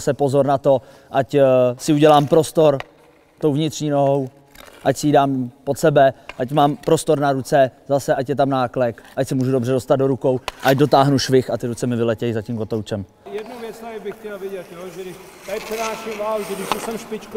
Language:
Czech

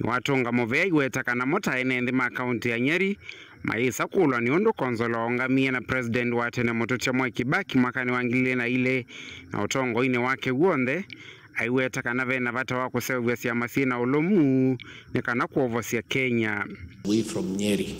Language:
Kamba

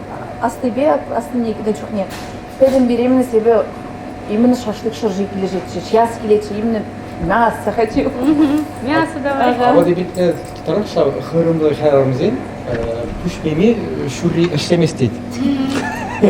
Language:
Chuvash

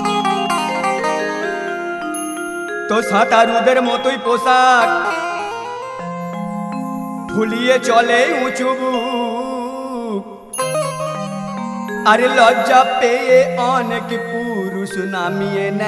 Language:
Bangla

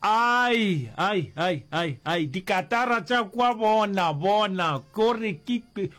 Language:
Northern Sotho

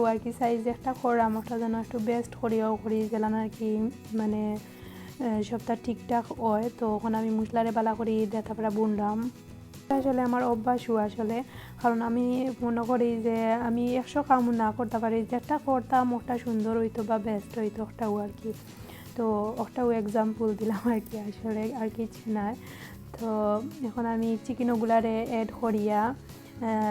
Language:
Sylheti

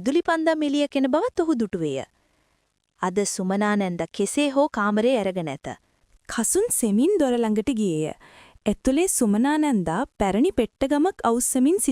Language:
Sinhala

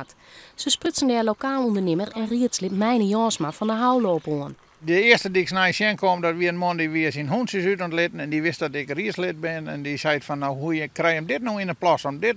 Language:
Western Frisian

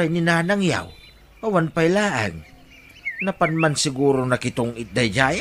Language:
Iloko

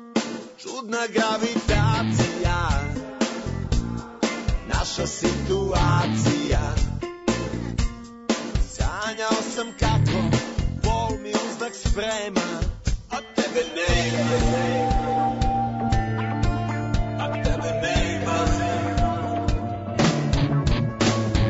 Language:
Serbian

